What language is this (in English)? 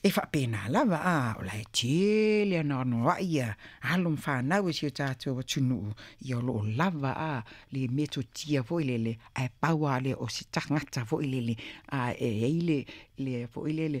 Samoan